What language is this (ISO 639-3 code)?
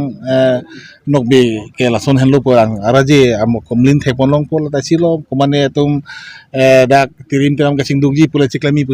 mjw